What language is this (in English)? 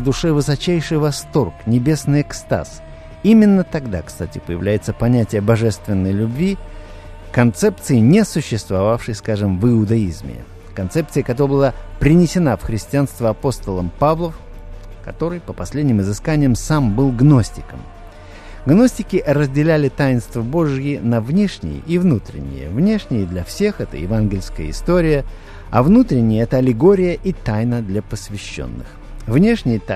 Russian